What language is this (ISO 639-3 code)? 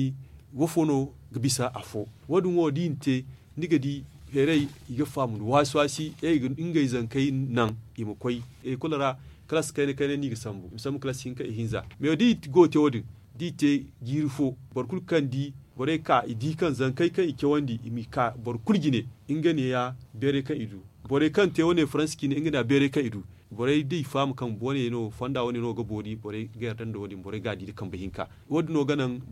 dje